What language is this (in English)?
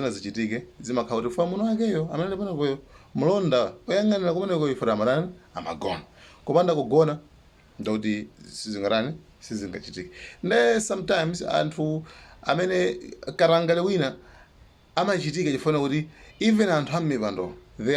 Nyanja